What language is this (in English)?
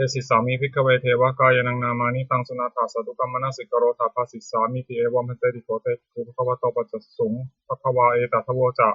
Pali